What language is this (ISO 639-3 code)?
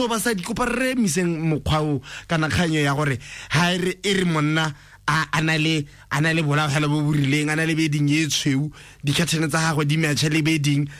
tsn